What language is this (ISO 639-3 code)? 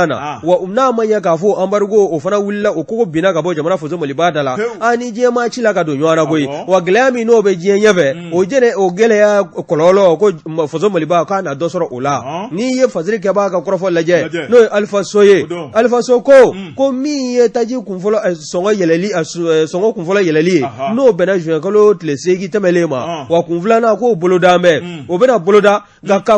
bam